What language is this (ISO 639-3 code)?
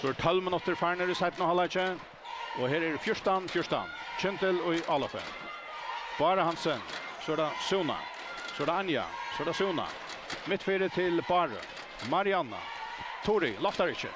fao